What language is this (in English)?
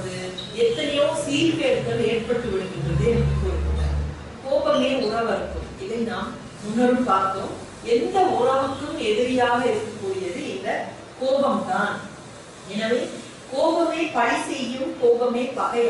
Tamil